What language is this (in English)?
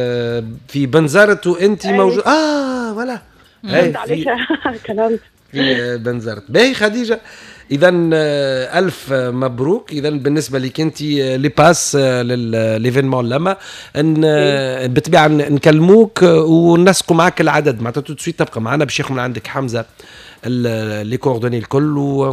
Tunisian Arabic